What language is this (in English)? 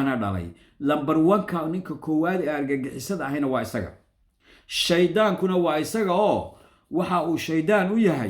Somali